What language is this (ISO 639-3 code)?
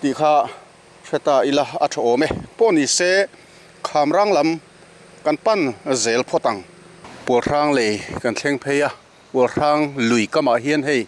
lus